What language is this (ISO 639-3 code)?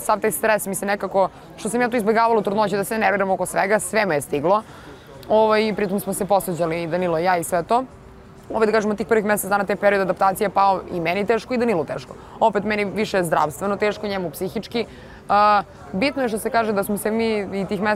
srp